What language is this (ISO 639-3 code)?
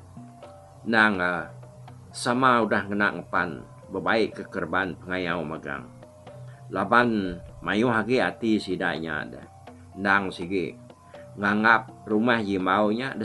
iba